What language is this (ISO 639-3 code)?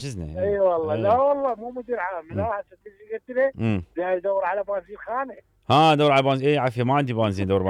acm